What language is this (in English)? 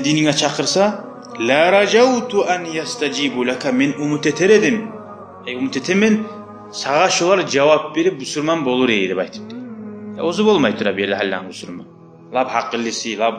Kumyk